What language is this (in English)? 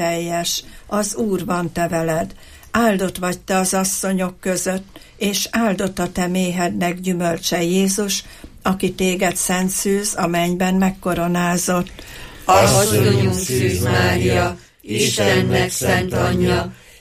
Hungarian